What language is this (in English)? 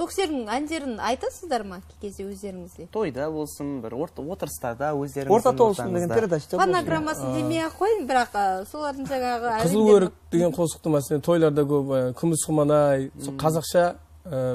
Kara-Kalpak